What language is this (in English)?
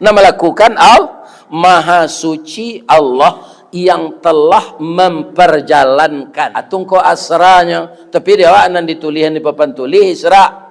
Minangkabau